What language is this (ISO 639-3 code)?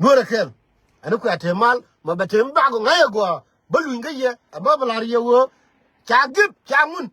nus